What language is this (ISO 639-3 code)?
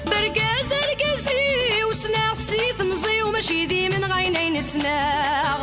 kab